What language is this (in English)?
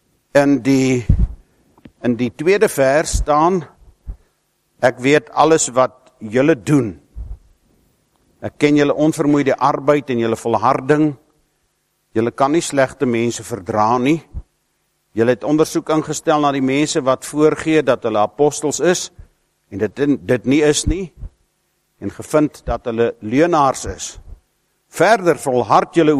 Afrikaans